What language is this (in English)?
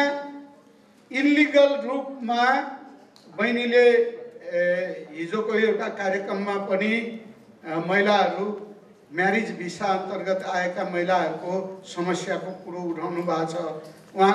Nepali